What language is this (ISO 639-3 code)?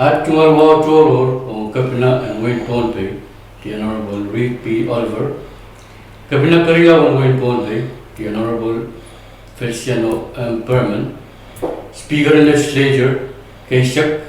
pon